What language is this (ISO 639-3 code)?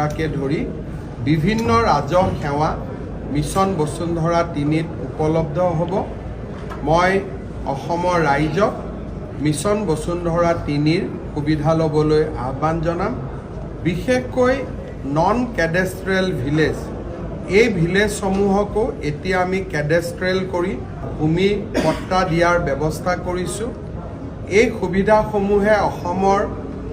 asm